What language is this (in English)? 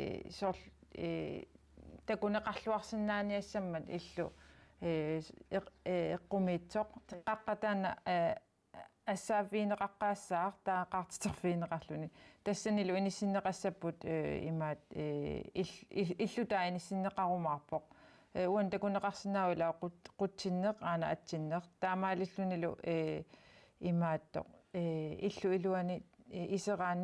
Kalaallisut